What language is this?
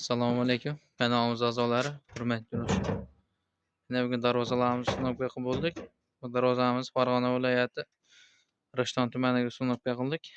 Uzbek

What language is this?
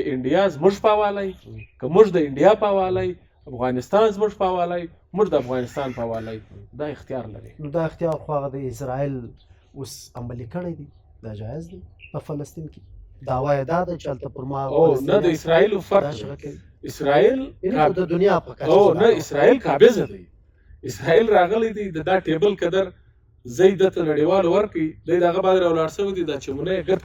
Pashto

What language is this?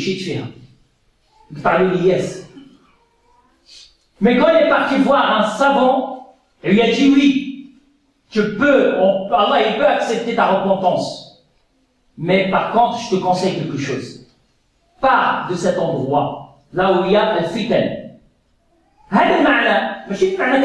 French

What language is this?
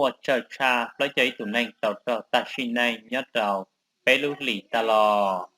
Hmong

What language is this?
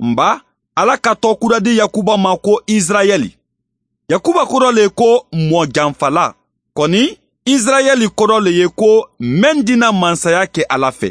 Bambara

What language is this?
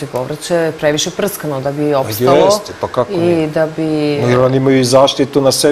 Serbian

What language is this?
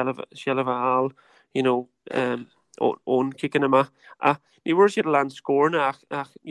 Irish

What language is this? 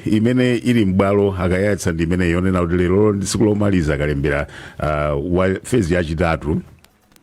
Nyanja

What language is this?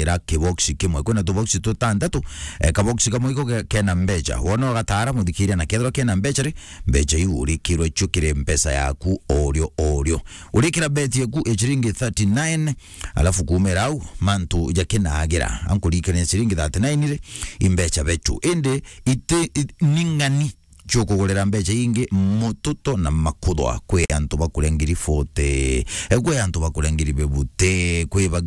Meru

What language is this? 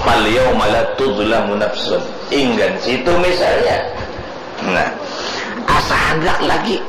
Banjar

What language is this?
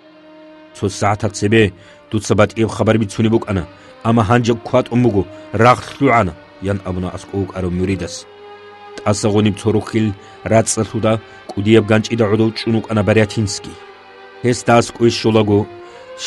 Avaric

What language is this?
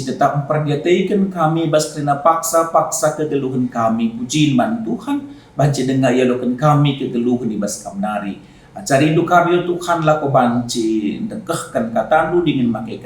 Batak Karo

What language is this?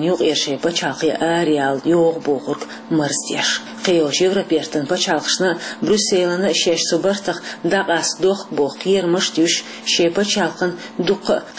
Chechen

